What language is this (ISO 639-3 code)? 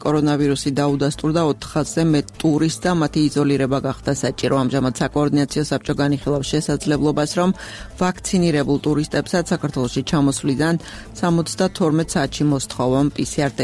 kat